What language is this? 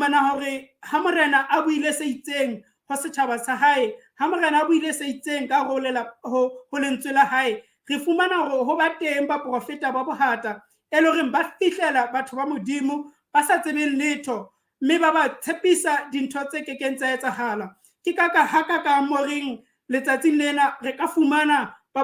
Southern Sotho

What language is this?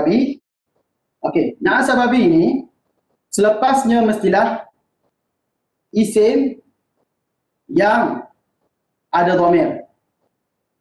Malay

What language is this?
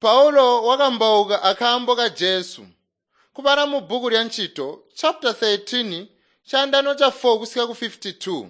Tonga (Zambia)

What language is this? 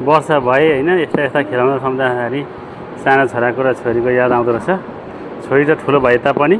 Nepali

